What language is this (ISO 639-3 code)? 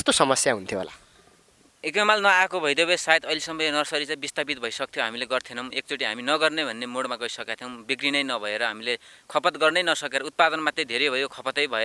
nep